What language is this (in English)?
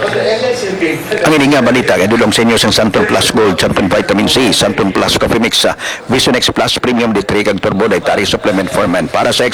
Hiligaynon